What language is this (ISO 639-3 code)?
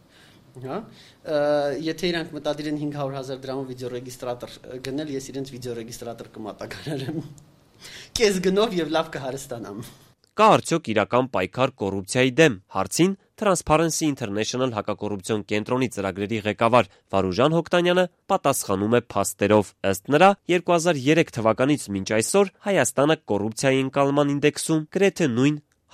hye